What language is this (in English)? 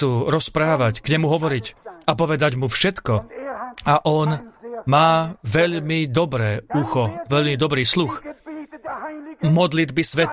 Slovak